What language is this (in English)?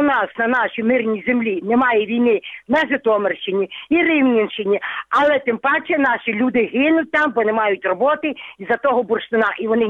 Ukrainian